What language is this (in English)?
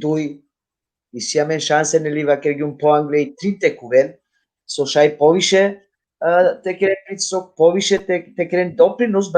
Balkan Romani